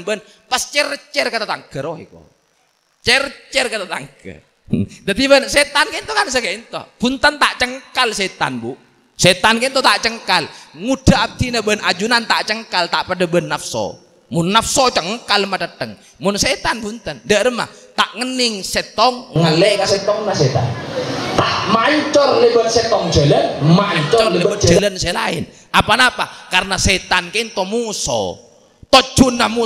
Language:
Madurese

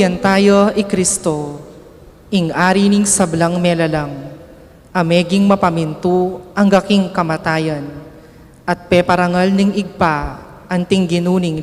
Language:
Pampanga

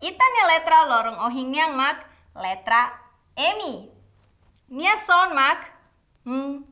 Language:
Tetum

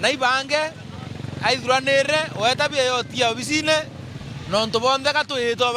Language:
Meru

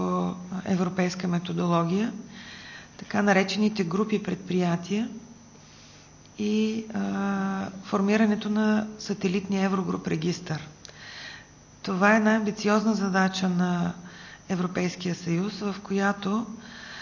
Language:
Bulgarian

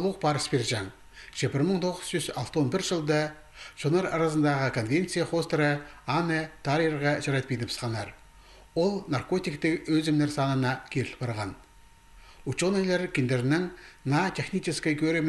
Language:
Khakas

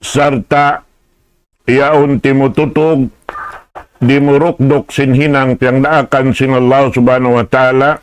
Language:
Tausug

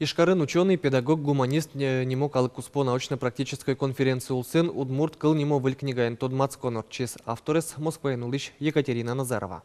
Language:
Udmurt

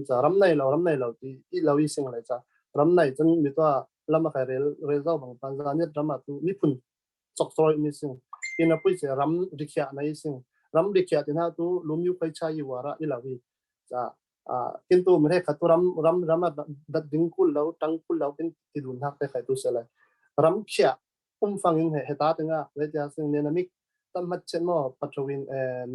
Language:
Falam Chin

